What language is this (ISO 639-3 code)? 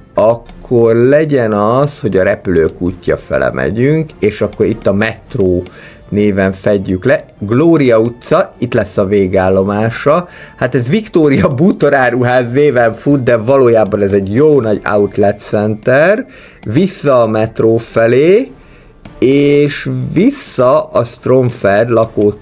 hun